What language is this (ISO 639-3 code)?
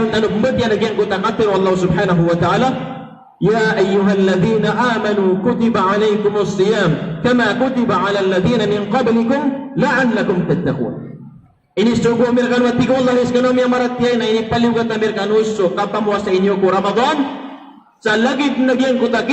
mrw